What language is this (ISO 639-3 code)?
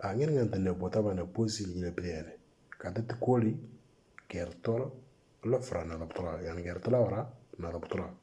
mor